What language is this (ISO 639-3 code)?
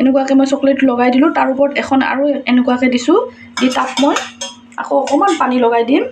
asm